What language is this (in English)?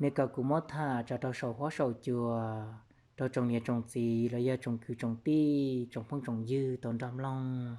Hmong